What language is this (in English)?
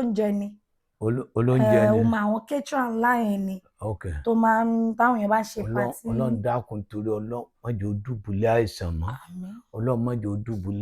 Yoruba